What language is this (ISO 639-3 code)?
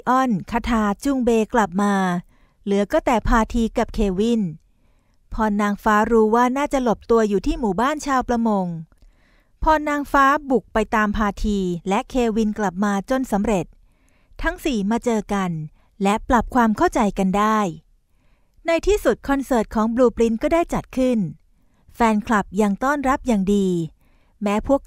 tha